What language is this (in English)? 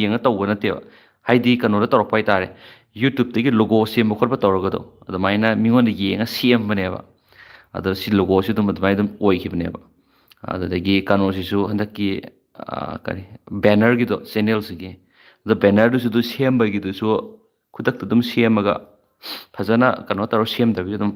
Manipuri